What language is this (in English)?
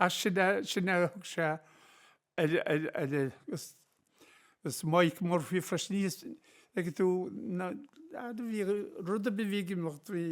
Irish